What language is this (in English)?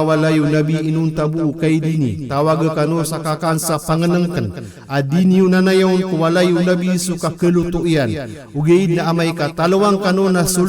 Maranao